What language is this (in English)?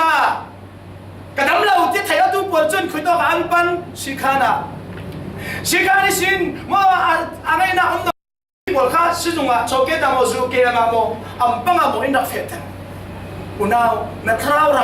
Falam Chin